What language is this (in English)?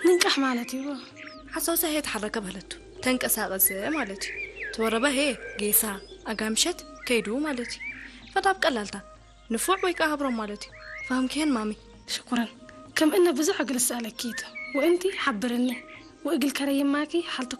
Tigrinya